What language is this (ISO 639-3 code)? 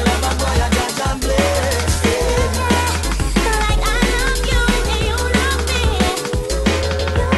eng